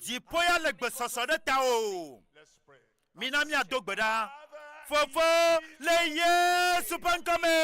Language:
Ewe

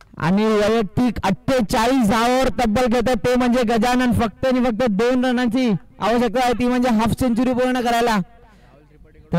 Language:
Marathi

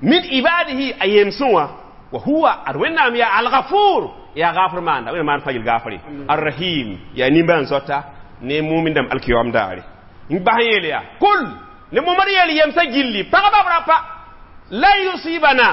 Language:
Mossi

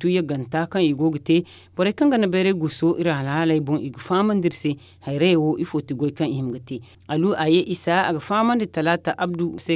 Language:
Zarma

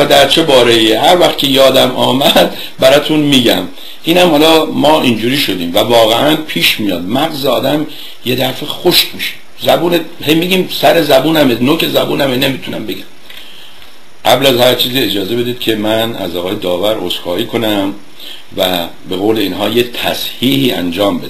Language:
Persian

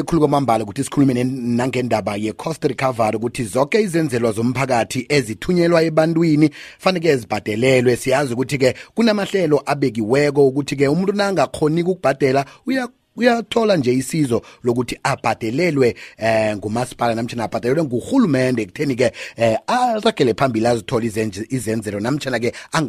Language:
South Ndebele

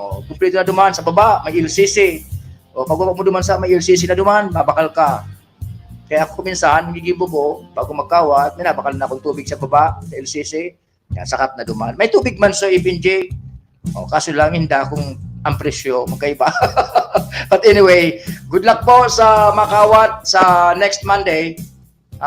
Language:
Bikol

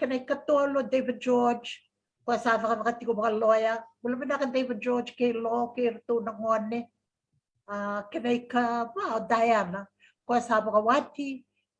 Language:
Fijian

